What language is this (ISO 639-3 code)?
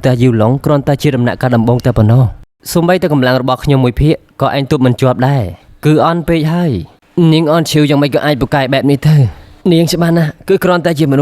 khm